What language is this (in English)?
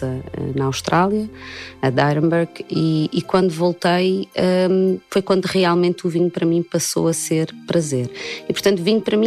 Portuguese